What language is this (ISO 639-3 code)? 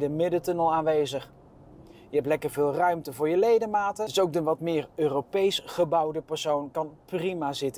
nld